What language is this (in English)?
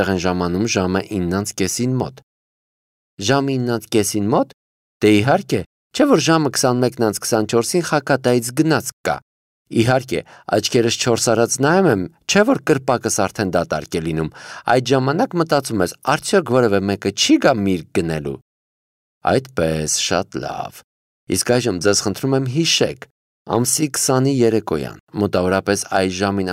Armenian